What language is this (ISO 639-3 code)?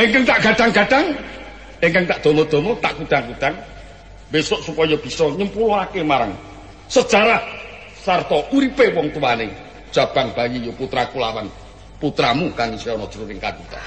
jav